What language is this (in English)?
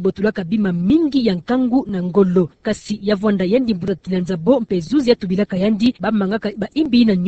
Kituba (Democratic Republic of Congo)